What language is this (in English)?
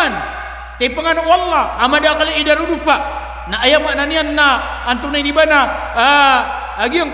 Maranao